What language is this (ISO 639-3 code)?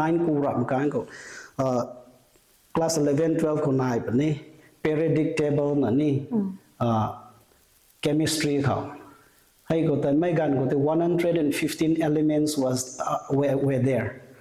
nbu